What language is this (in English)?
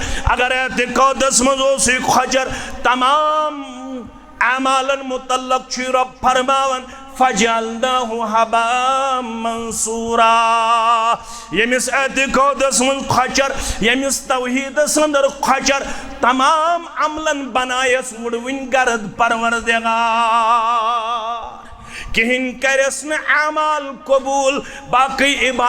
Kashmiri